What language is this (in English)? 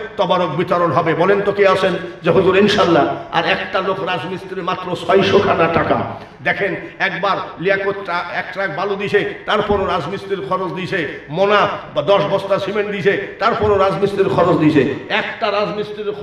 Bangla